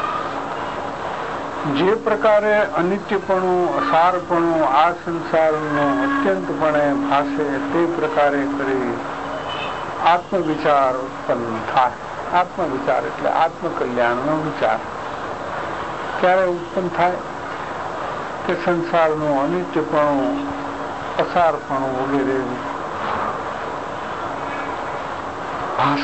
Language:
Gujarati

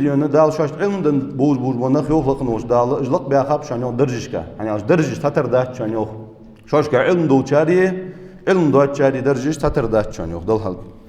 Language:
Ingush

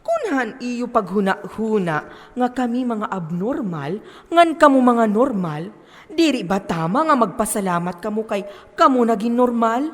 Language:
Waray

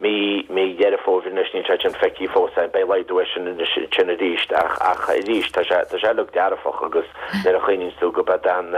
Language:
Irish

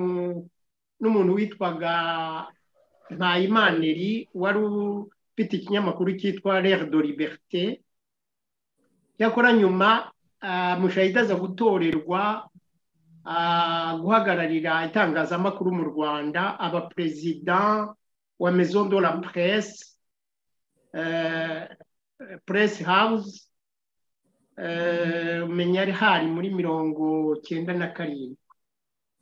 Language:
Kinyarwanda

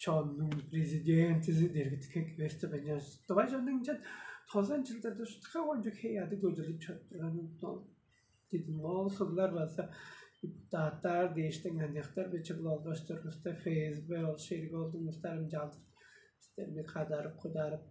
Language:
Tuvinian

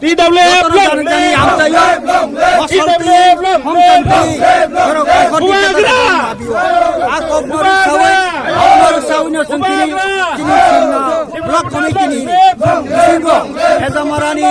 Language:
Kok Borok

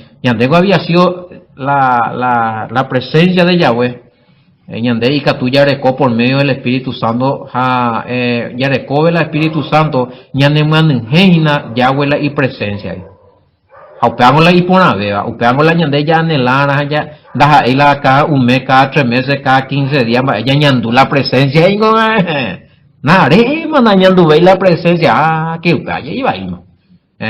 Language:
Guarani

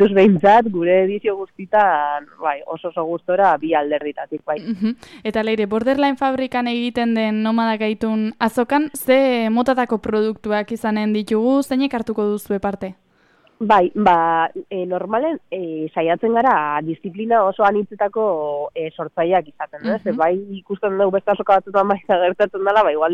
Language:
Basque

